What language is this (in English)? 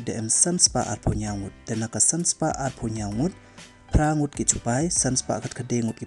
Pnar